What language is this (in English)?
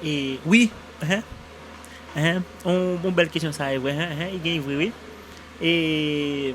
Haitian Creole